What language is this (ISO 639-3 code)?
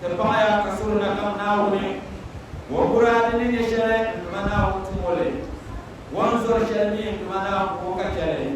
dag